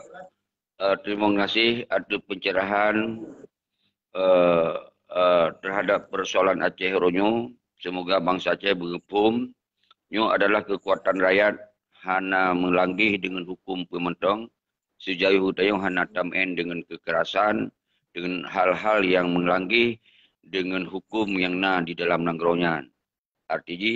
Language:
Achinese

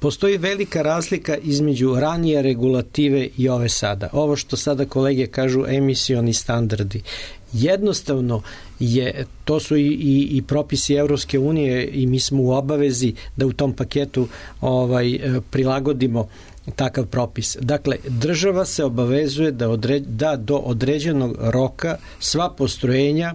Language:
Serbian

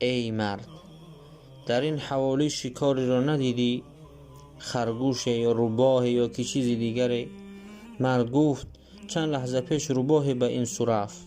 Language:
Tajik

